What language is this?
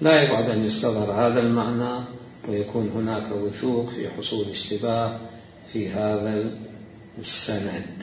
Mesopotamian Arabic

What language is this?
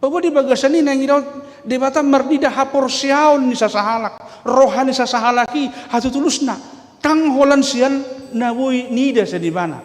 Batak Toba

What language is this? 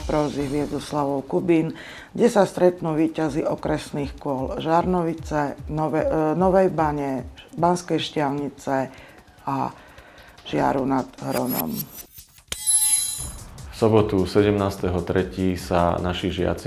Slovak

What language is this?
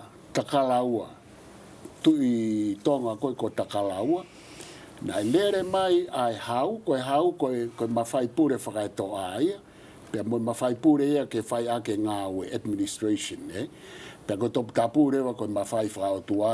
Tongan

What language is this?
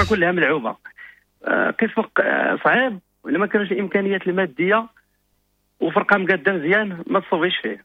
Moroccan Arabic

